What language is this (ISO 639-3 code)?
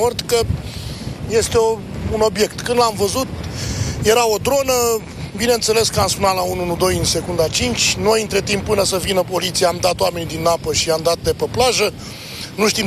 ron